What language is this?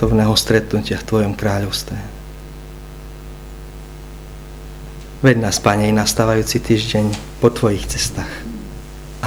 Slovak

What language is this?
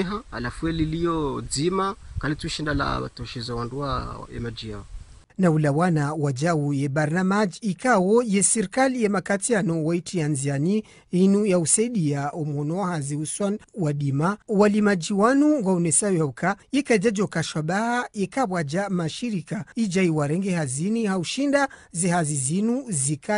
Ngazidja Comorian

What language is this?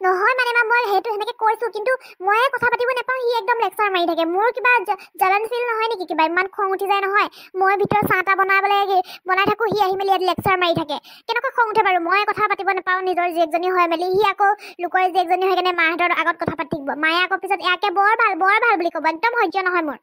Assamese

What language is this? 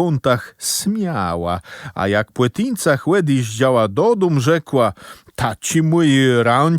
Kashubian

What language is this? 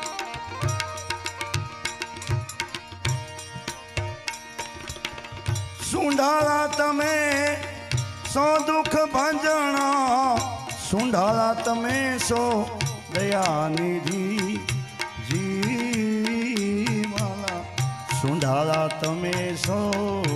Gujarati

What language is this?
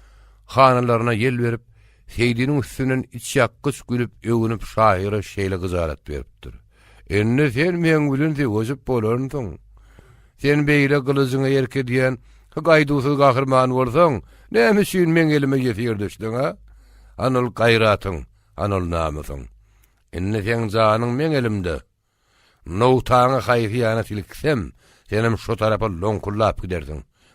Turkmen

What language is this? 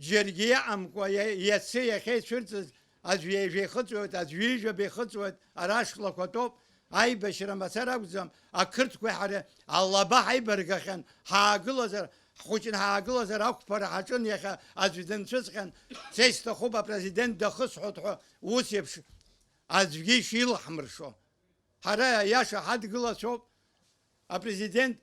Abkhazian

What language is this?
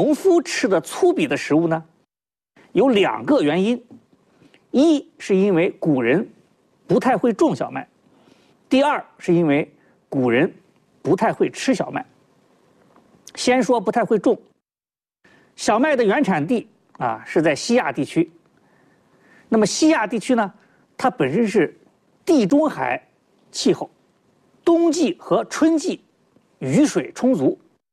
Chinese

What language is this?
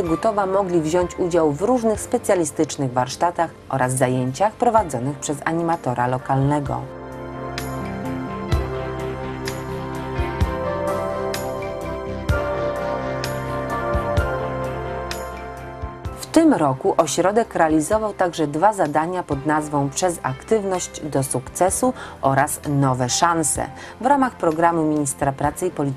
Polish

